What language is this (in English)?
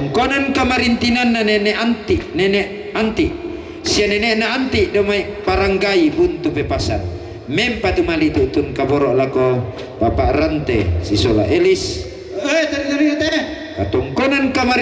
Toraja-Sa'dan